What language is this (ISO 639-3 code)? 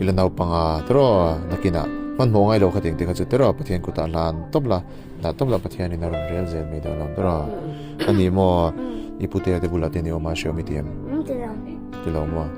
lus